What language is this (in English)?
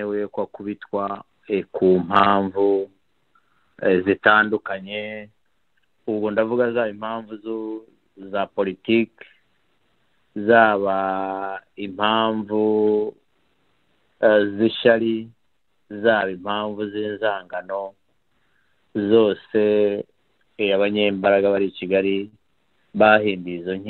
Kinyarwanda